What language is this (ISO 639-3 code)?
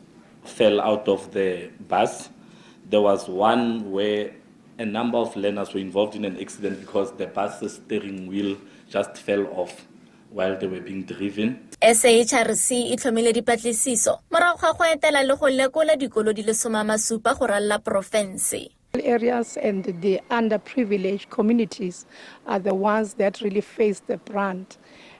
tsn